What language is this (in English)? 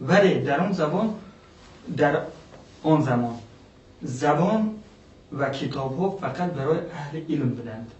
Persian